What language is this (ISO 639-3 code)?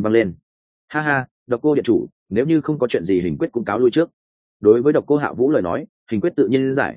vie